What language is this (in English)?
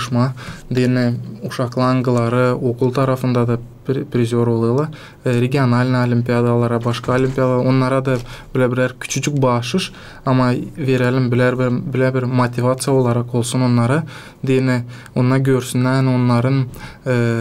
Gagauz